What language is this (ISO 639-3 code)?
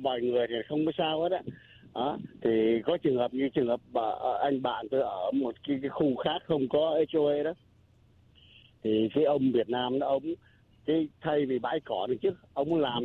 vie